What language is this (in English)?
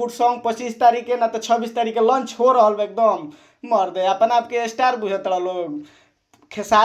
Bhojpuri